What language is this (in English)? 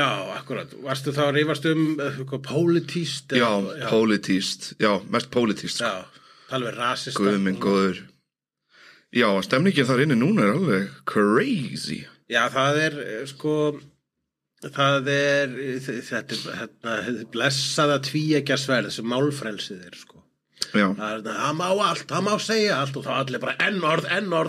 Icelandic